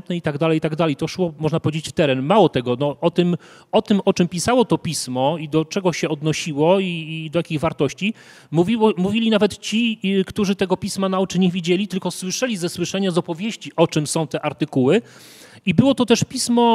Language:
Polish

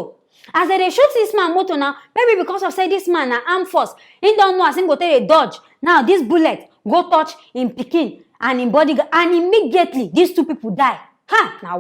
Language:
Nigerian Pidgin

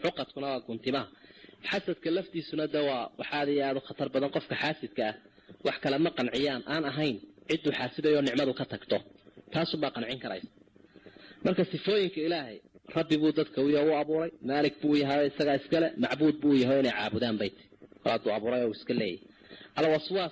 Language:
Somali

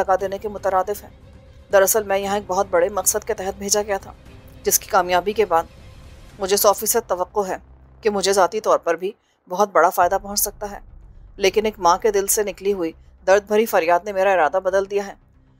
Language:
Urdu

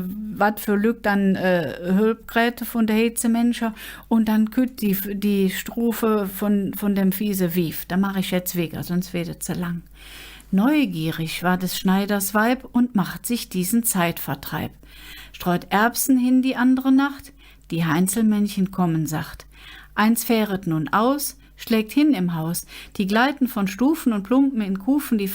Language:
Colognian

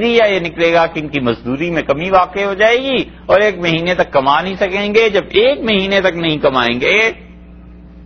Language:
Urdu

